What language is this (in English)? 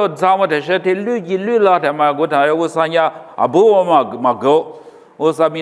Lisu